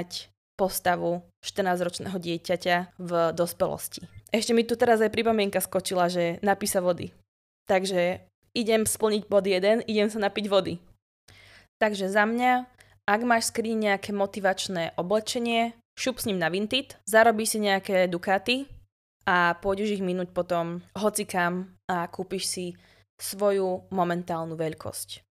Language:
Slovak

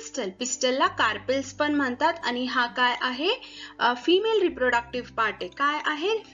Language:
Marathi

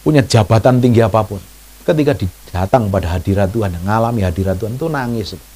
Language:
Indonesian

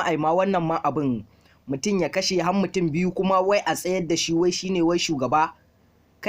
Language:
Hausa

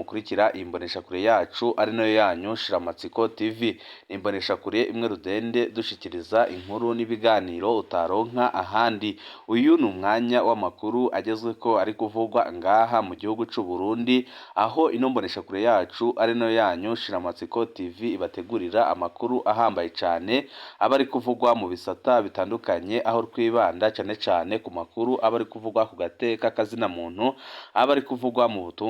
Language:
Rundi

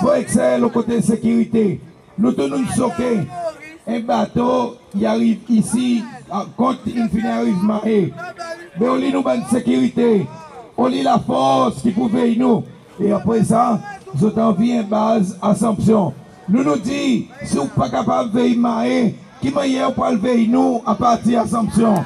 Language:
Seselwa Creole French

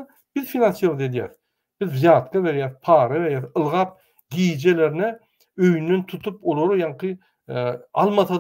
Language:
Turkmen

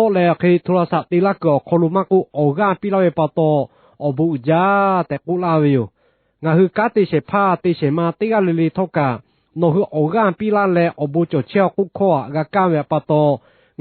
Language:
Lahu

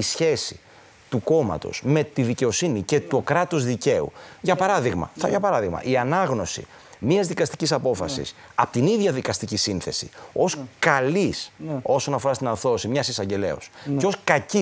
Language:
Greek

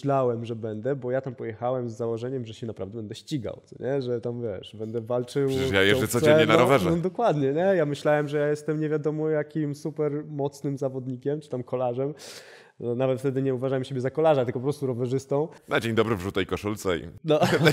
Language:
Polish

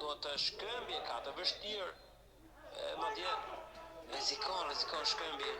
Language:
Albanian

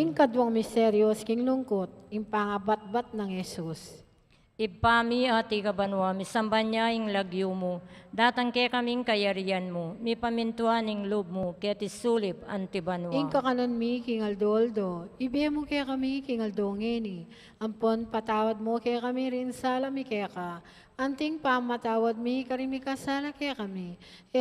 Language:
Pampanga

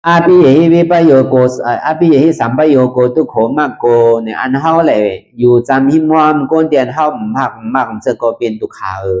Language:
Shan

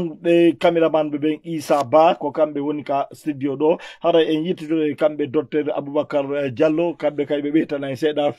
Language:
Fula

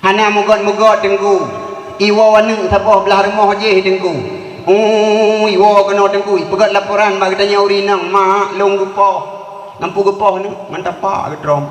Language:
Achinese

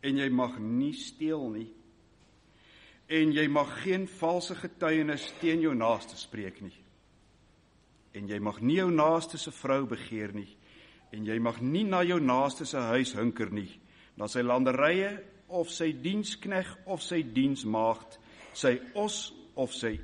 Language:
Afrikaans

